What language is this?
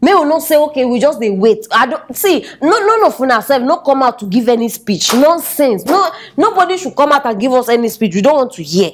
Nigerian Pidgin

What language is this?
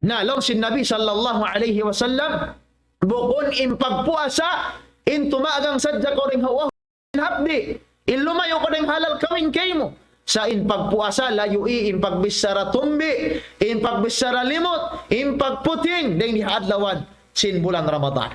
Tausug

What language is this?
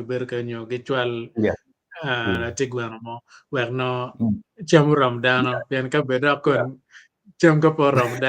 Acoli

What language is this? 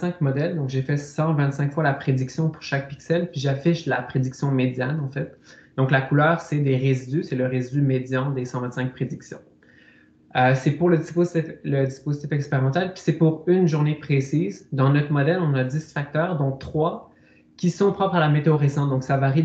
French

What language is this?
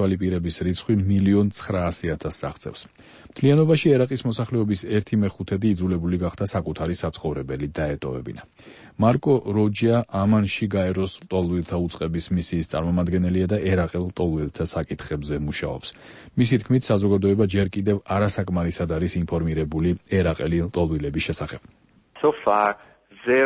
Georgian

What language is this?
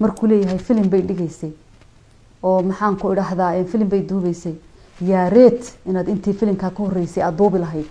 Somali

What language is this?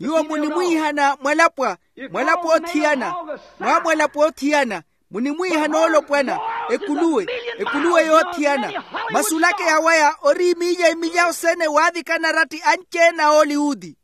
Makhuwa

